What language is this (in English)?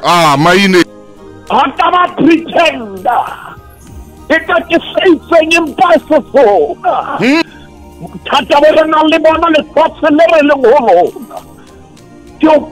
Southern Sotho